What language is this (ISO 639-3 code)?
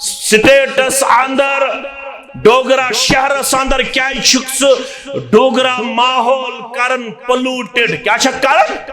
kas